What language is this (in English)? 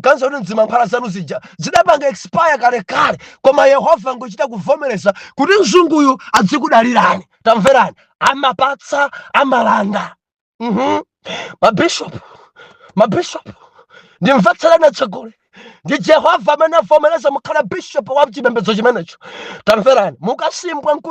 Nyanja